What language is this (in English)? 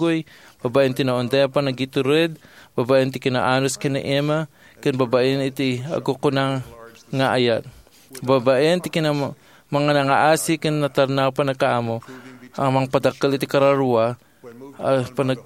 Iloko